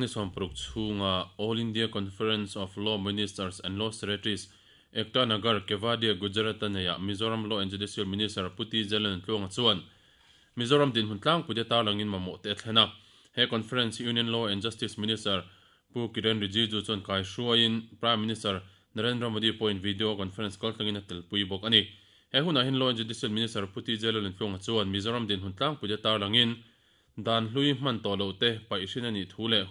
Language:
Mizo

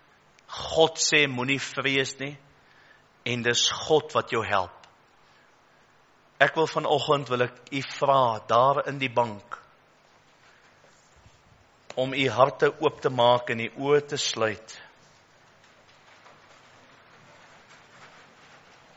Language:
Afrikaans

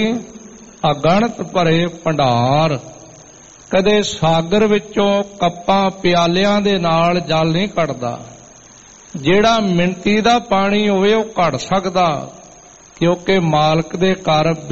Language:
Punjabi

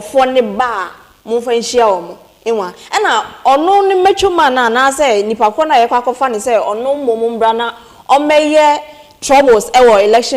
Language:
Akan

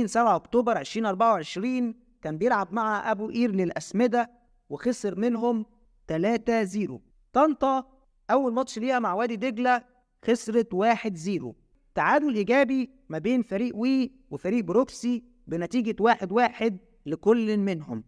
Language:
Egyptian Arabic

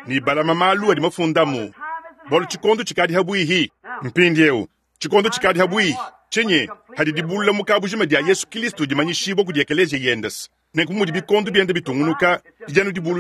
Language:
Luba-Lulua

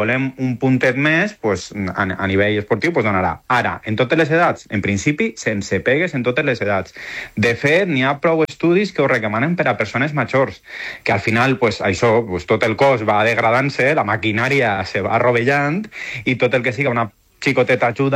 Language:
Catalan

